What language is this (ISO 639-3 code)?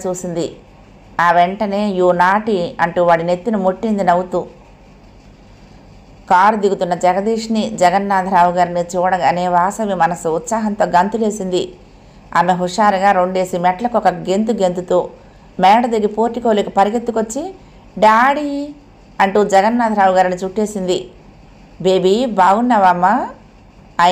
tel